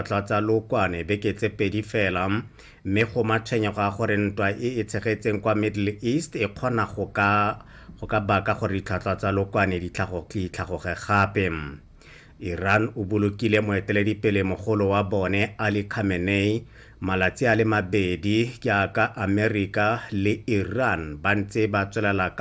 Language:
Tswana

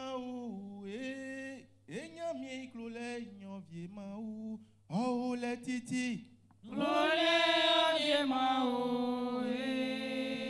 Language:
Baoulé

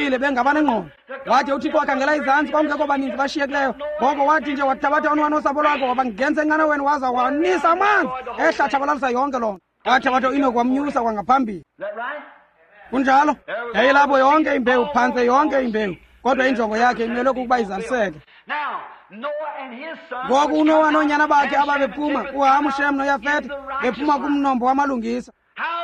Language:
Xhosa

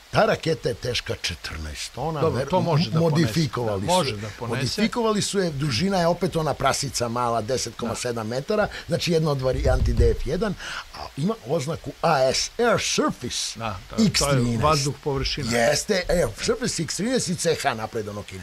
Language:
Serbian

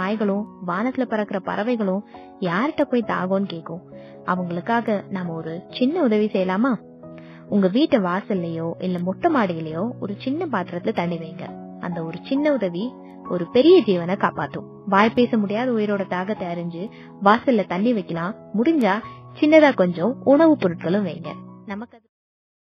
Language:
Tamil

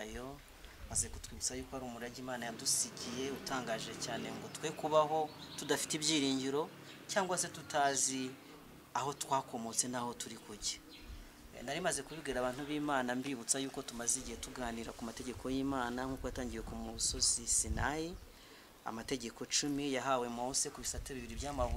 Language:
Kinyarwanda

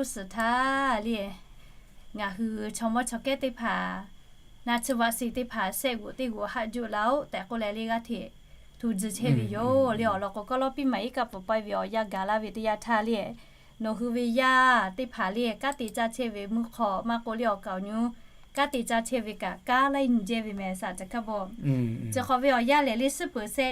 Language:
Lahu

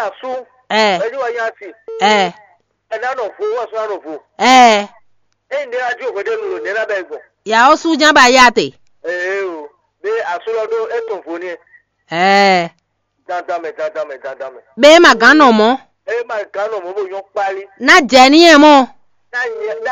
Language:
Fon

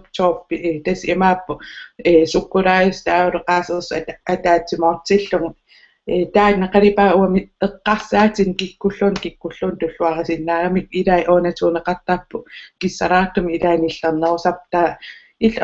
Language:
Kalaallisut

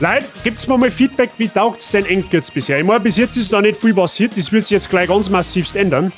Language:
Bavarian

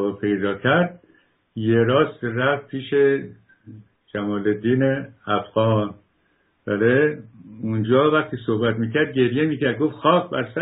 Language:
Persian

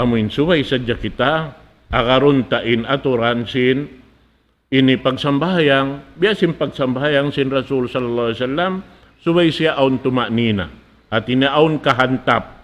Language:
Tausug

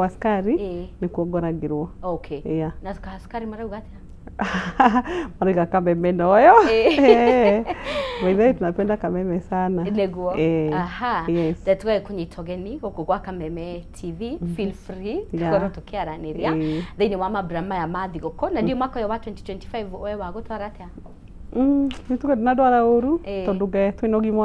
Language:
Kikuyu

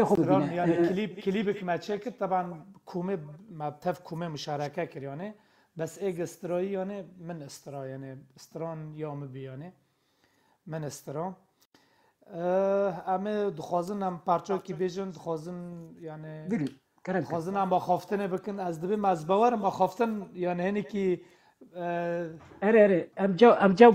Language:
Kurdish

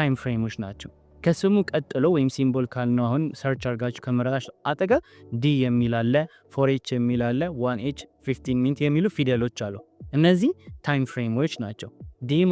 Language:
Amharic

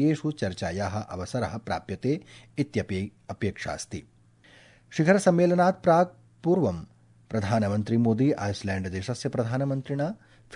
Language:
Sanskrit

